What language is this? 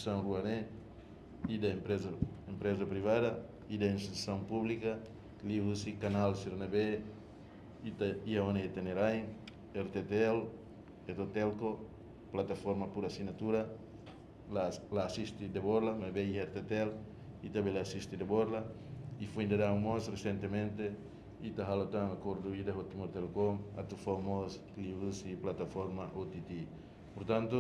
Tetum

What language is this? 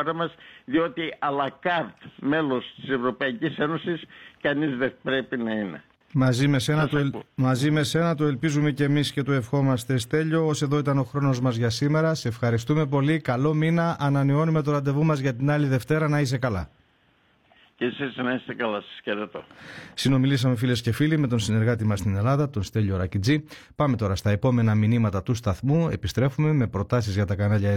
Greek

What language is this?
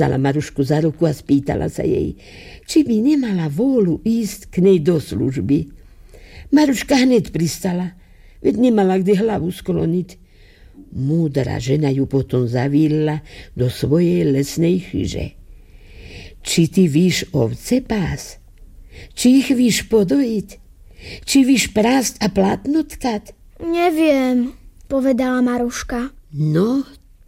Slovak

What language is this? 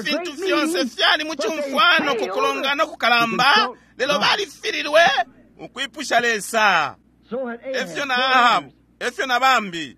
Bemba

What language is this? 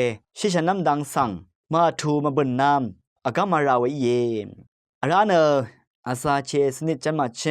Rawang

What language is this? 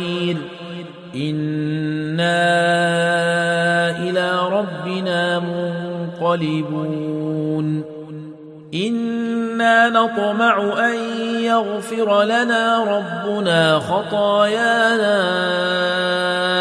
Arabic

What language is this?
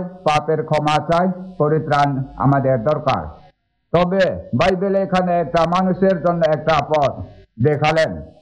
Bangla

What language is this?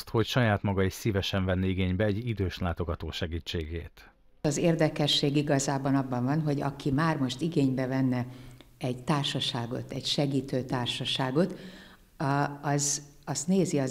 Hungarian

